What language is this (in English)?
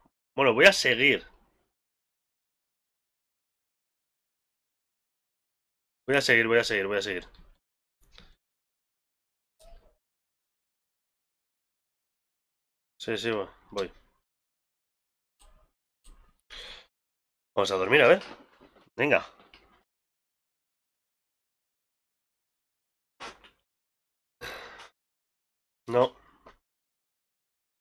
Spanish